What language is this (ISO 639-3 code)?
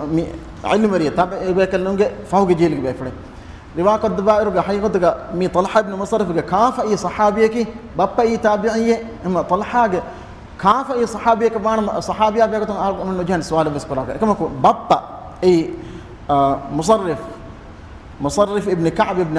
div